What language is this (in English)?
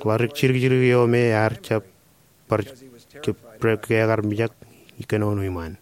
Marshallese